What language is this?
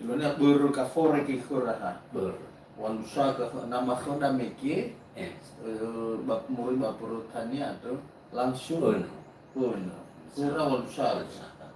Nias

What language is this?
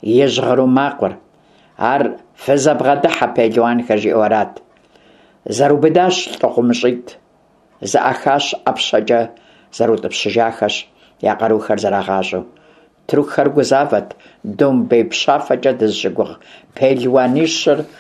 Kabardian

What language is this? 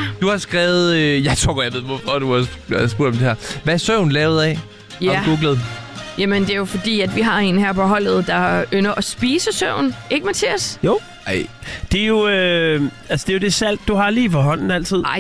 Danish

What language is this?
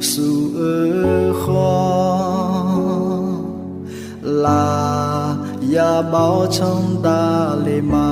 Akha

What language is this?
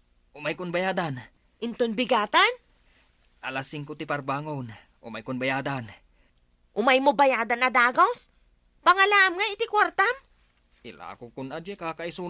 Iloko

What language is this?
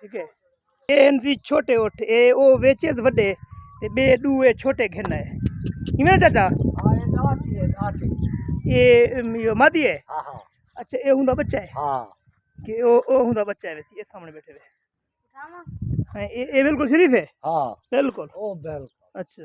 Saraiki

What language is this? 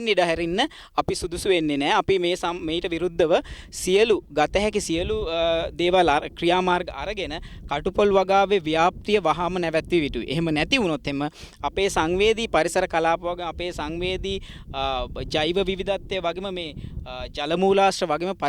Sinhala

